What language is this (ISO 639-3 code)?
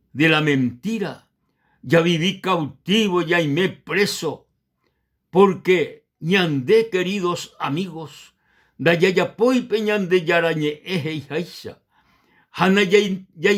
grn